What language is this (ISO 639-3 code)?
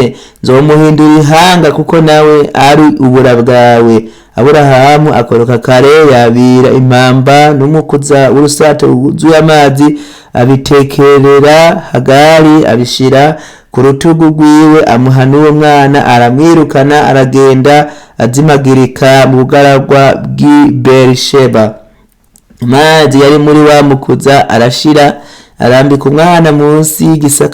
run